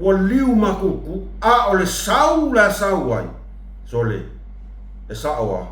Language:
Samoan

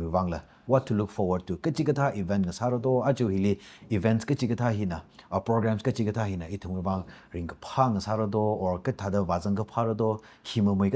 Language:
Tangkhul Naga (India)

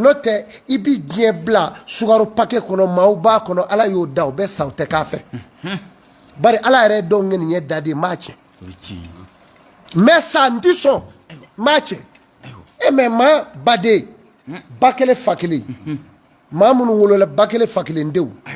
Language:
Bambara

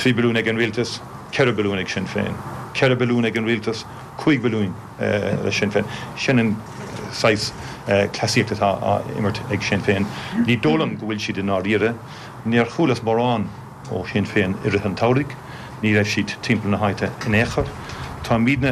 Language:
Irish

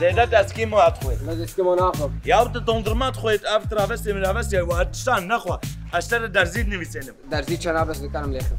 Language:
Kurdish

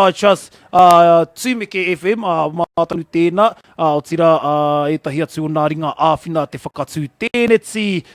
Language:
Māori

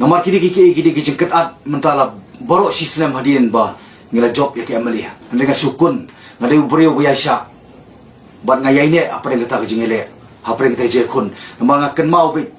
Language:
Khasi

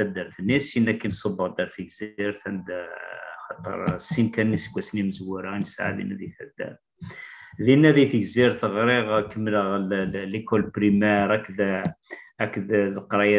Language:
Kabyle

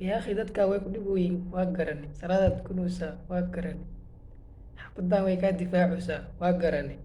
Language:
Somali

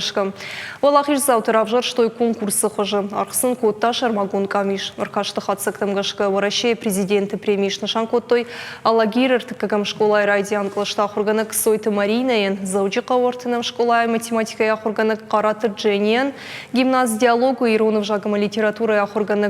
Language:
Ossetic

